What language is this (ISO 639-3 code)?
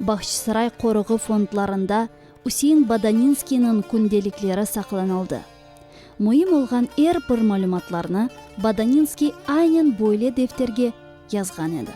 crh